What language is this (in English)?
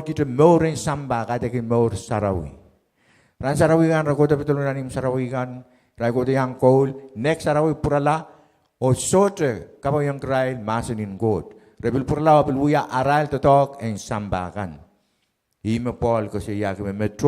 Pohnpeian